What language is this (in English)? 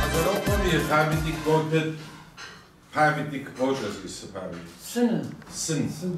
Kabardian